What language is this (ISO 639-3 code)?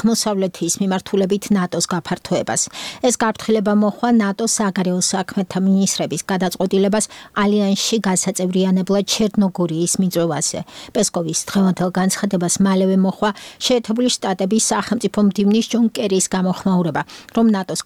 kat